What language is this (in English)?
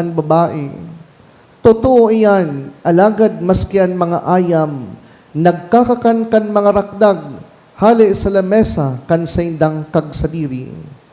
Bikol